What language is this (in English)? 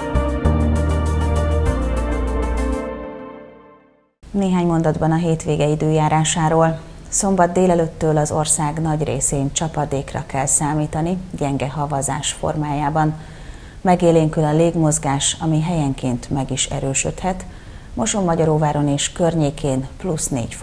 Hungarian